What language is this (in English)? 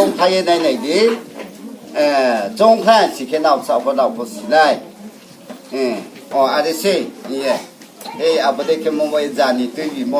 Riang (India)